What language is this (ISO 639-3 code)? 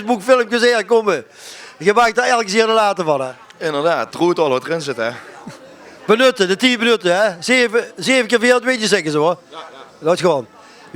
lim